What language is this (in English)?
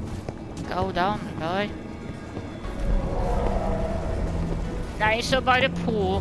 Norwegian